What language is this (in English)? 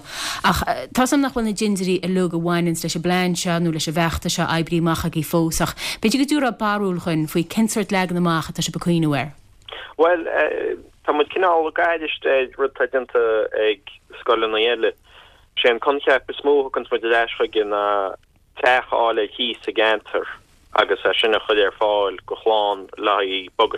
Irish